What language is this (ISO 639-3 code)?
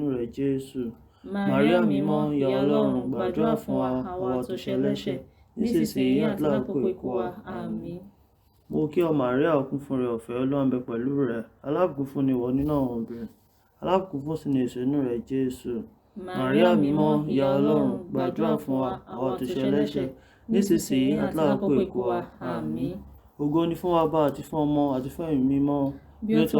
yor